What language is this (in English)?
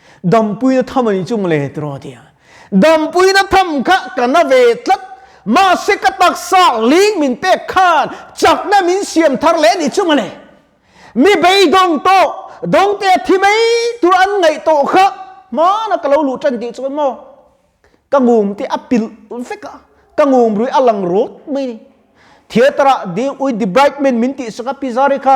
Mizo